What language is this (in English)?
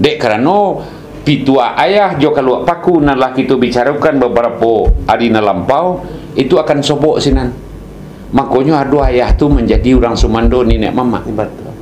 Minangkabau